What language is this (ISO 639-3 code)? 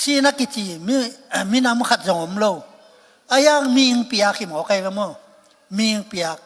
ctd